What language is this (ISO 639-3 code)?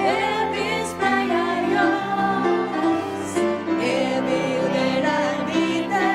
fao